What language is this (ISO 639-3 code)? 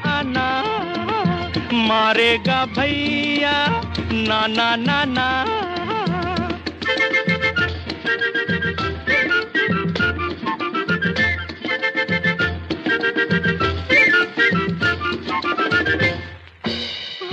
hin